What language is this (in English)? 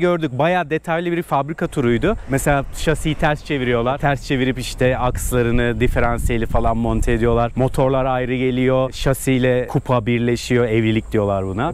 Turkish